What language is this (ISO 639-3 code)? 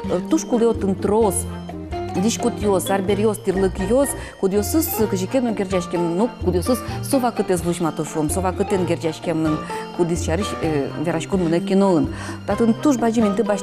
udm